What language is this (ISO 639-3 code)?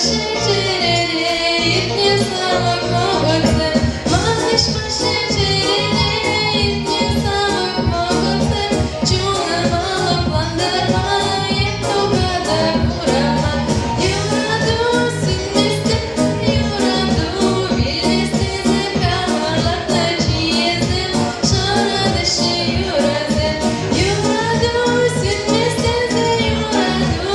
chv